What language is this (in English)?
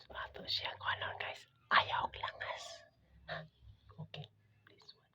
Cebuano